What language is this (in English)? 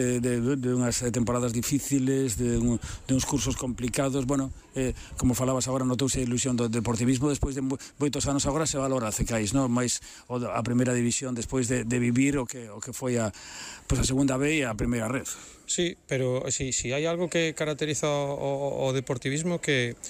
Galician